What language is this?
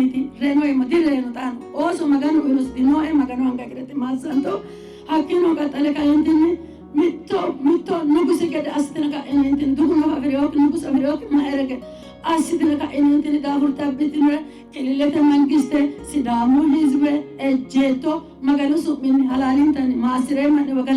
Sidamo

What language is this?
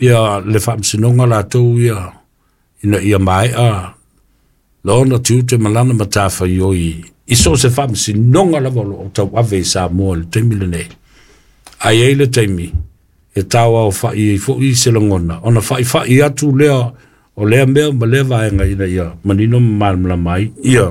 Samoan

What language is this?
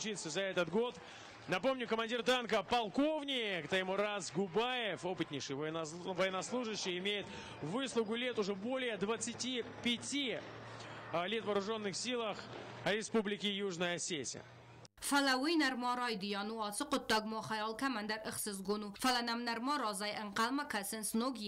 Ossetic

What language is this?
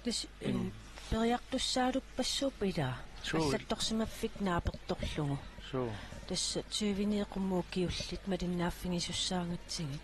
Kalaallisut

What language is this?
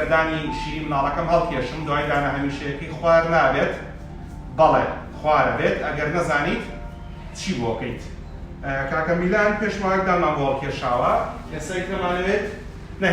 Central Kurdish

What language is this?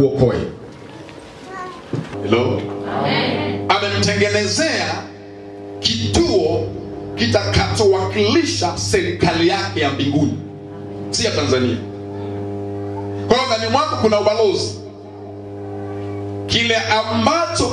Swahili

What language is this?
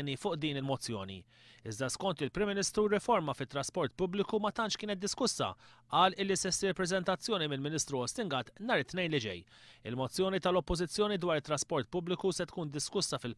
Maltese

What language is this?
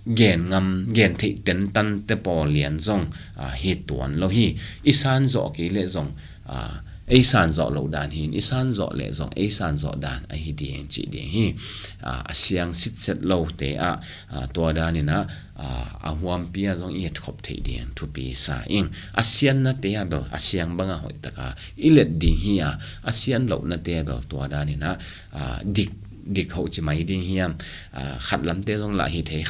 Tedim Chin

